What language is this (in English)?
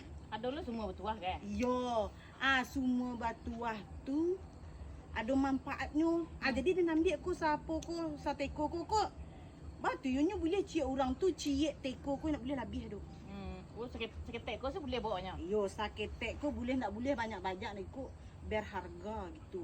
Minangkabau